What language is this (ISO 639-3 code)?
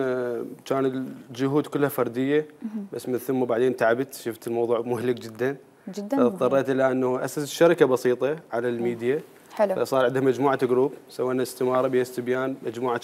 acm